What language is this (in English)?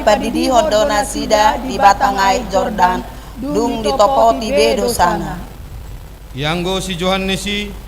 Batak Toba